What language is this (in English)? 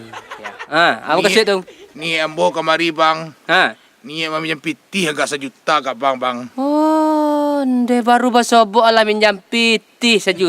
Minangkabau